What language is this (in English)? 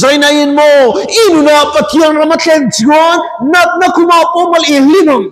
Mizo